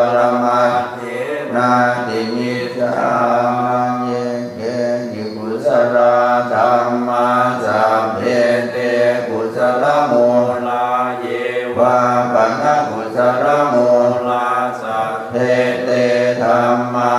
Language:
Pali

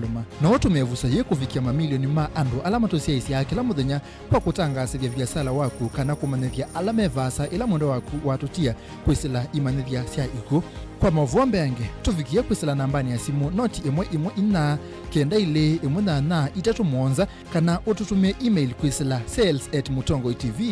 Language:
Kamba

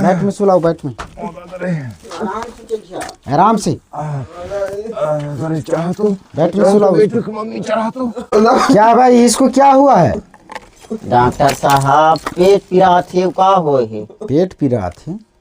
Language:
Chhattisgarhi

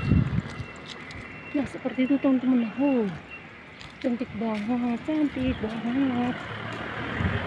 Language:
Indonesian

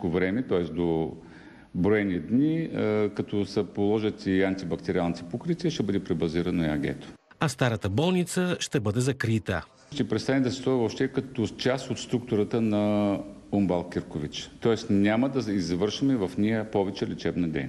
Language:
Bulgarian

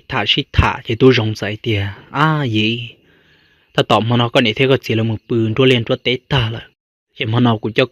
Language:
Hmong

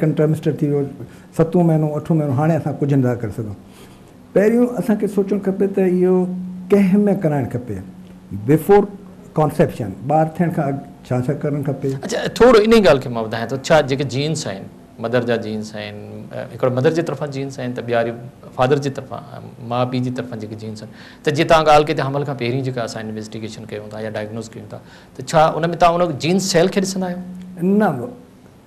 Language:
Sindhi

